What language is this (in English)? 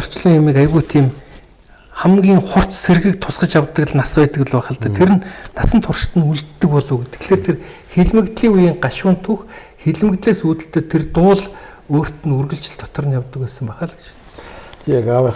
Mongolian